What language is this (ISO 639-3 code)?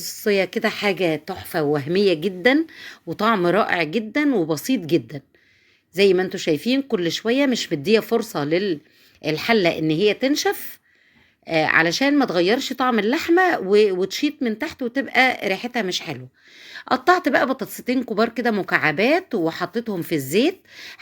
arz